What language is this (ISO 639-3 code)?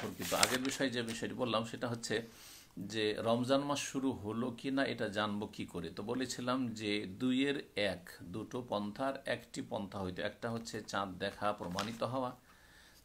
ben